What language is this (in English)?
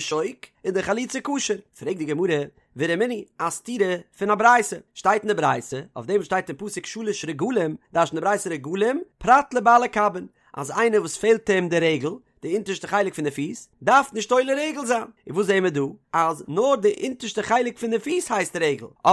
Yiddish